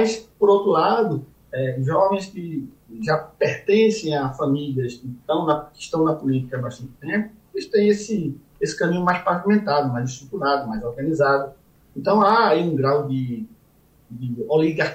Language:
Portuguese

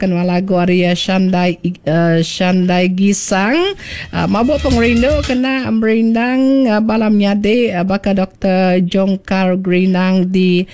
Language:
Iban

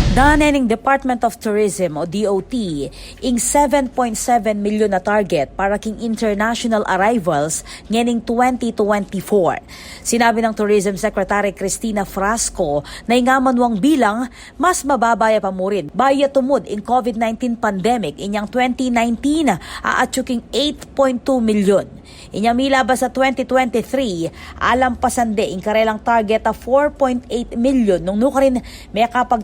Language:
Pampanga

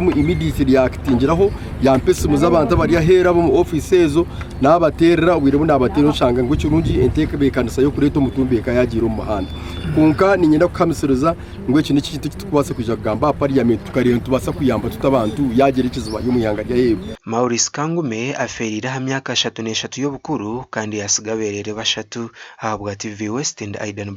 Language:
Nyankole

